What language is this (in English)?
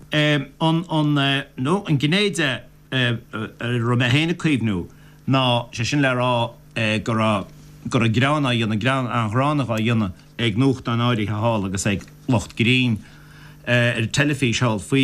Irish